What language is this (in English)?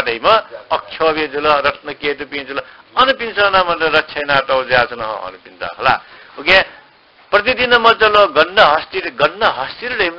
Newari